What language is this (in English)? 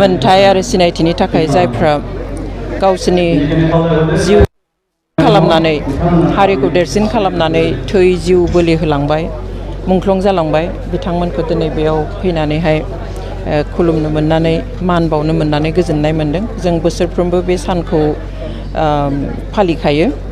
Bodo